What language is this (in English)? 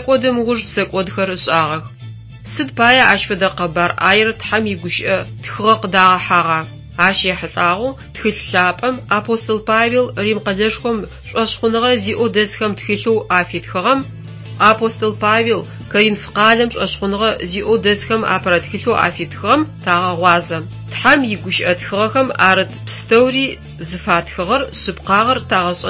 Adyghe